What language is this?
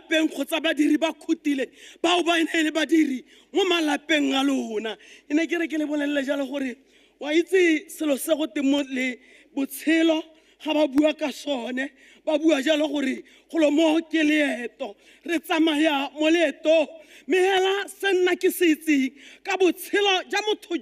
Tswana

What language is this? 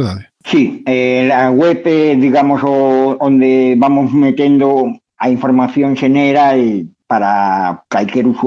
Galician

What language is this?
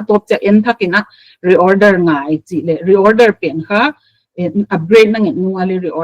Paite Chin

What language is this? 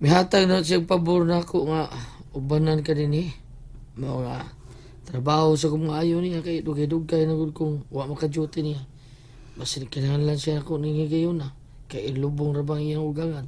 Cebuano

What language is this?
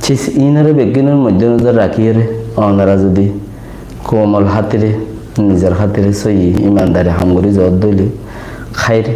Rohingya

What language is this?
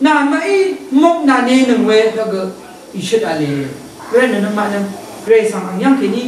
Rawang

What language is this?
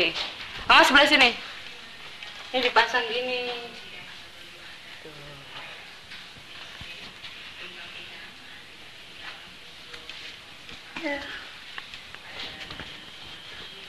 Indonesian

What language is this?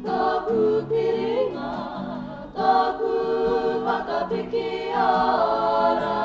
Māori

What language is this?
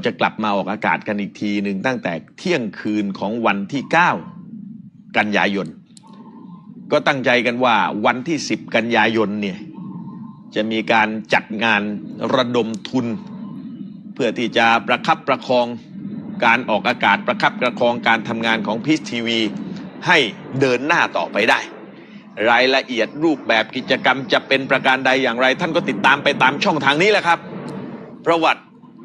Thai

